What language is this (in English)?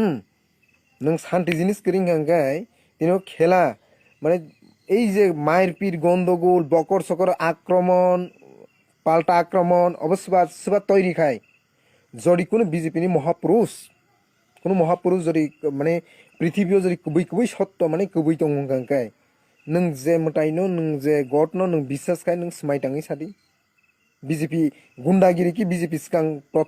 Kok Borok